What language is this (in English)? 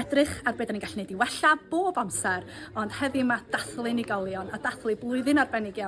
Welsh